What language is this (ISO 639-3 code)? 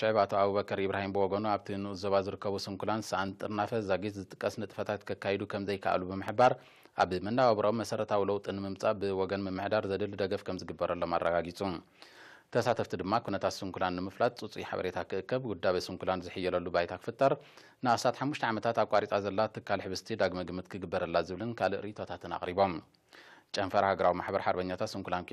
tir